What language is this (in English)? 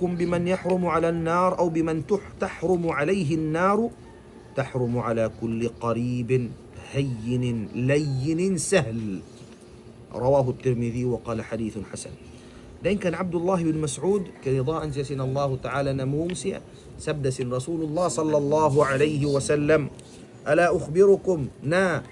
Tausug